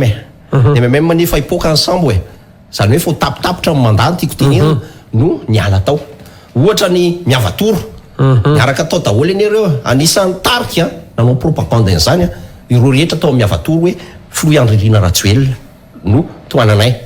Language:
Malagasy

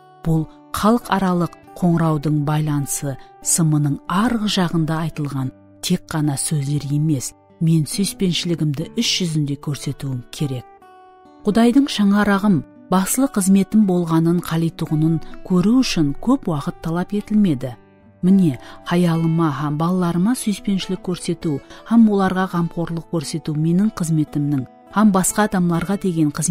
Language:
Kara-Kalpak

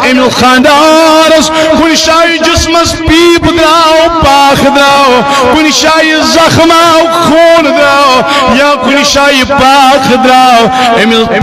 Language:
Kashmiri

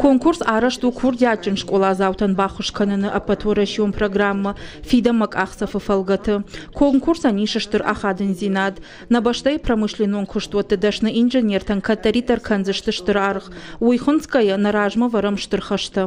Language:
Ossetic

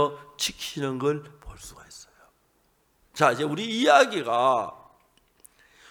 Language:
Korean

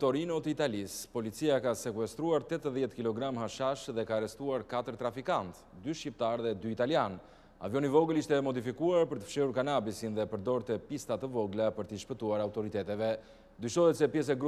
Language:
Albanian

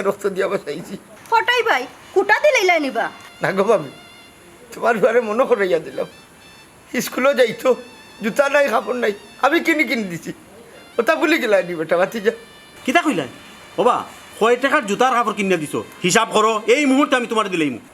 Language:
Sylheti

